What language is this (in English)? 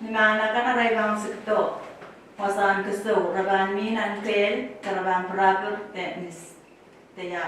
Pohnpeian